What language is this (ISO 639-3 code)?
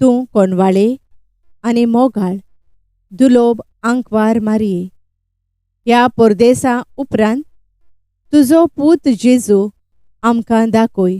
kok